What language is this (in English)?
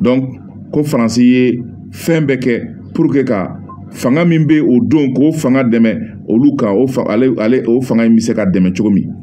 Bambara